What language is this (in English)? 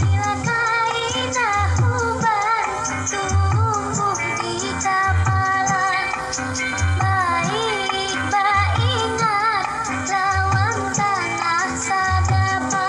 Banjar